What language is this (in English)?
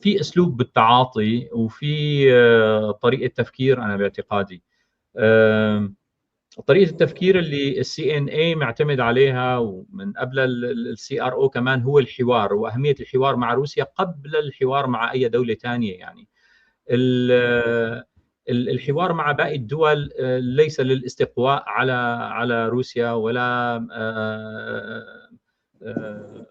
North Levantine Arabic